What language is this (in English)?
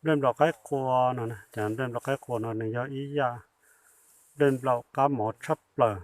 Hmong